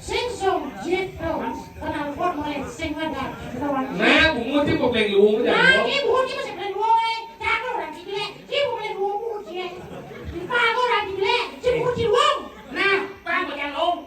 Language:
Balinese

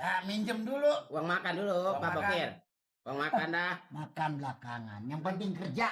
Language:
Betawi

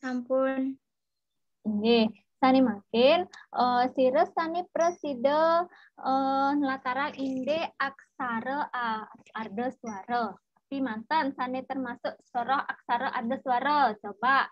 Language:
Balinese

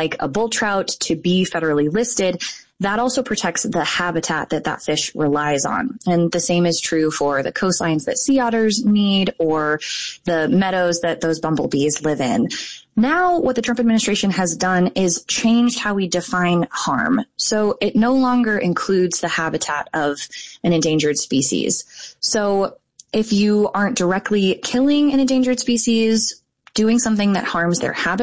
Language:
English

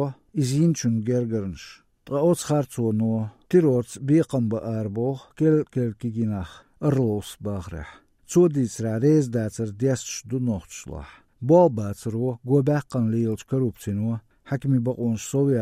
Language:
Chechen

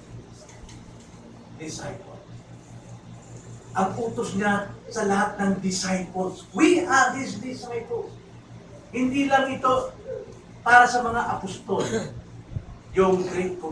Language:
Filipino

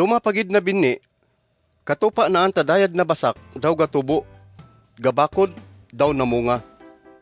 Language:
Kagayanen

